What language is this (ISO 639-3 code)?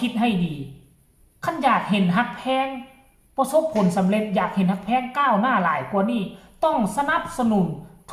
tts